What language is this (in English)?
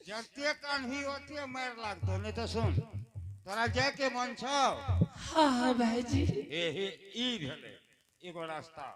Angika